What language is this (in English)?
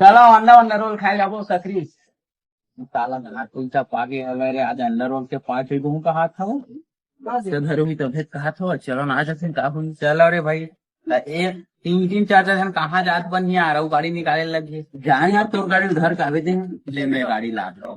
Chhattisgarhi